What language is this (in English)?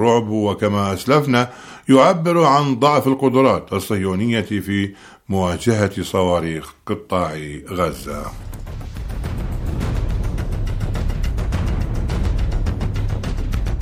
Arabic